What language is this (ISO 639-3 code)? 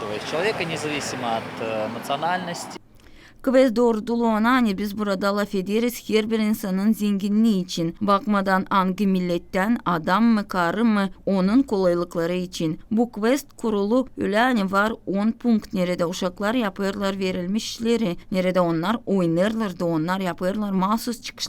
gag